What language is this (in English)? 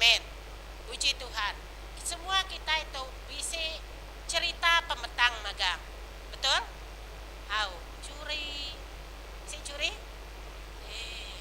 Iban